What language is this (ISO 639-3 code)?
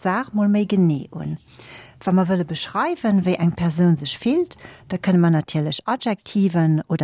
ltz